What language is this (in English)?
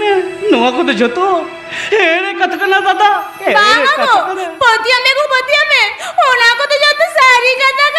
Santali